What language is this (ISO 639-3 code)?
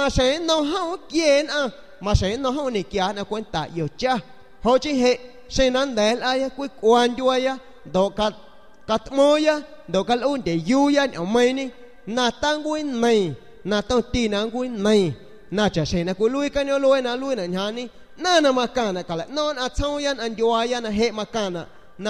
azg